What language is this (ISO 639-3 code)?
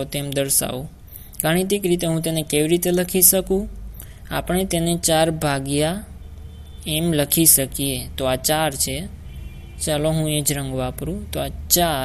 guj